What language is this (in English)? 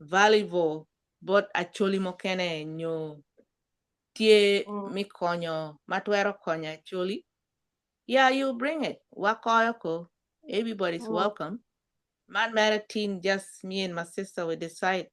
Acoli